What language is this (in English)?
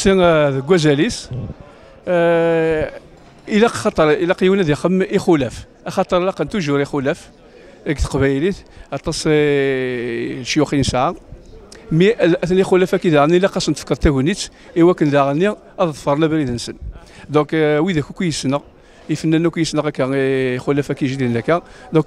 Kabyle